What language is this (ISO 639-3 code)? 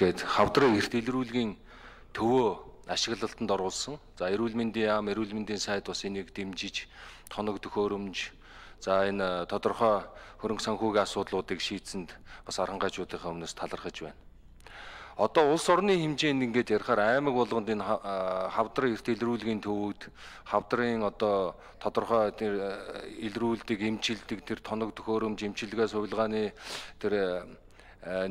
mon